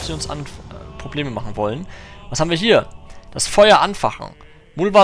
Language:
German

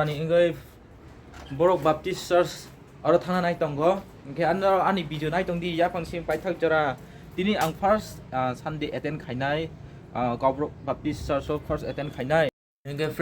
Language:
Kok Borok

